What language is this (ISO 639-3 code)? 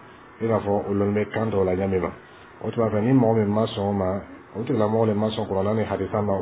bam